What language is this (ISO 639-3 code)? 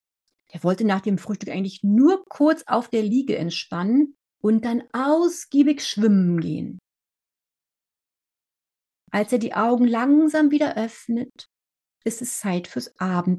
deu